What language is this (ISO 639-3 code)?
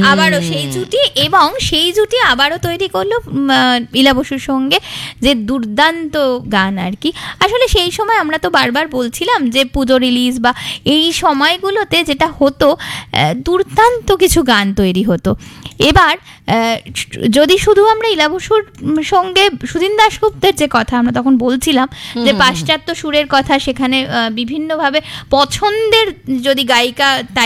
ben